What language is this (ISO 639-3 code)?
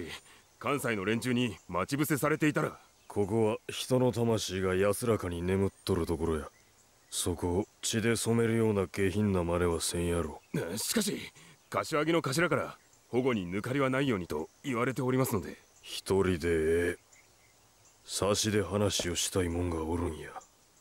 jpn